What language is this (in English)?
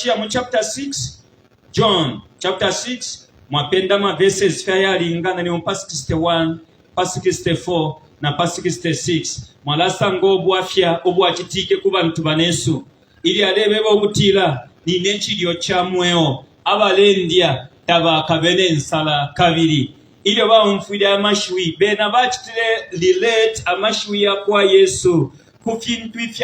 Bemba